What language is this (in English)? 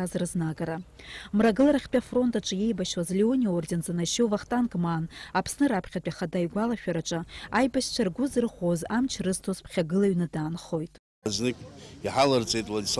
Abkhazian